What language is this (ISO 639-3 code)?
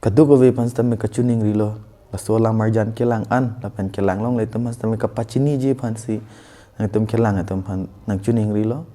mjw